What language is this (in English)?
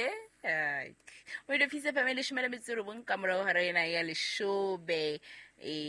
Southern Sotho